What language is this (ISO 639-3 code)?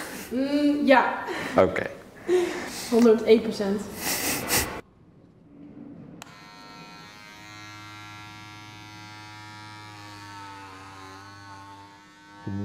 nld